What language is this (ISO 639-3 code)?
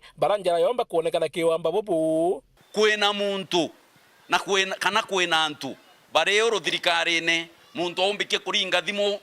mer